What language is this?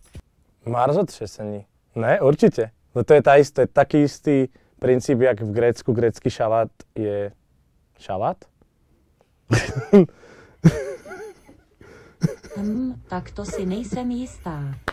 Slovak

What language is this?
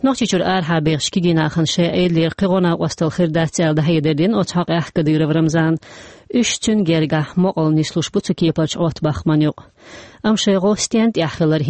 Chechen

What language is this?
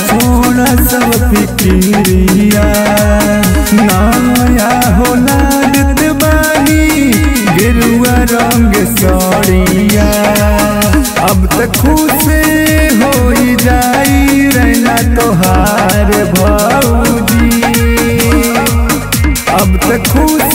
Bhojpuri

